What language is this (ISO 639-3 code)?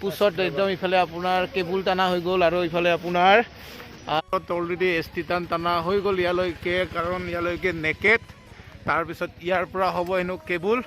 asm